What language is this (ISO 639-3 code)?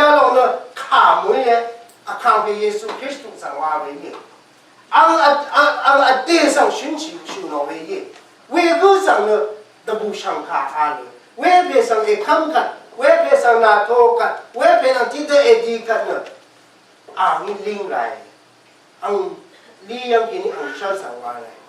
raw